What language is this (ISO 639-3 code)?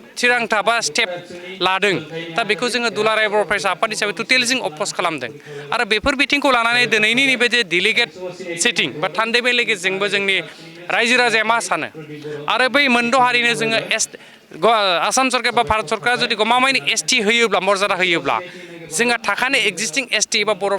brx